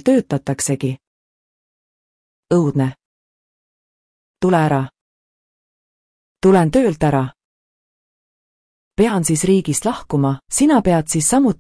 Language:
Estonian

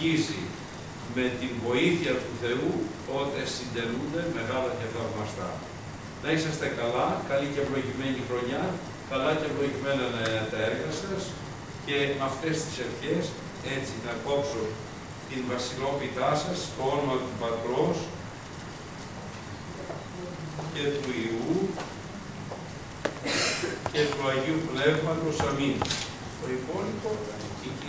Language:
Greek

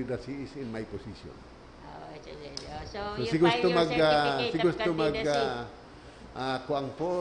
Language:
Bikol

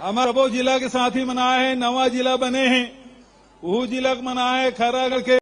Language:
Chhattisgarhi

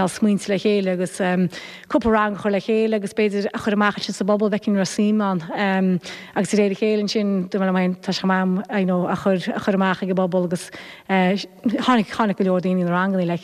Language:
Irish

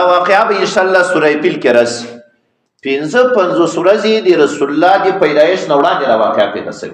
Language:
Pashto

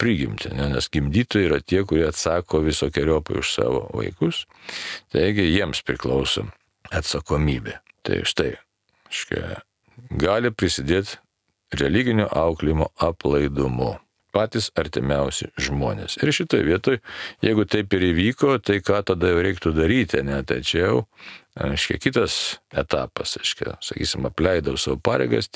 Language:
Lithuanian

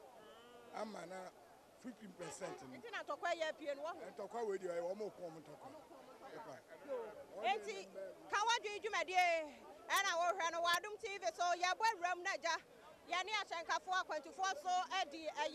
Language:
Akan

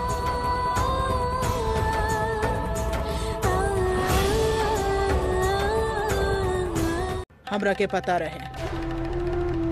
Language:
Bhojpuri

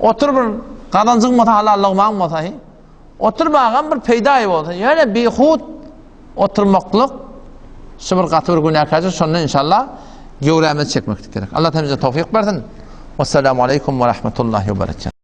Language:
Turkmen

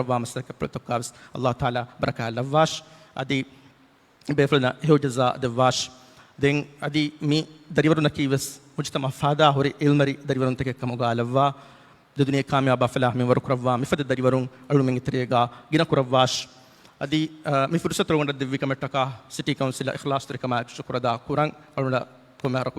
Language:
Divehi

